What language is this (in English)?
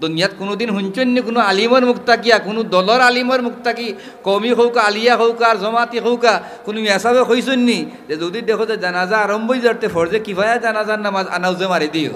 Sylheti